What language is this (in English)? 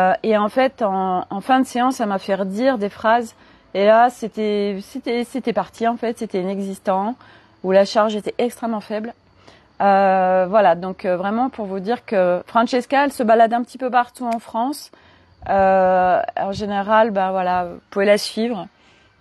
French